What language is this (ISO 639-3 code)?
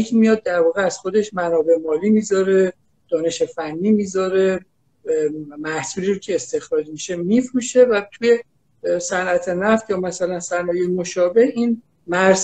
fas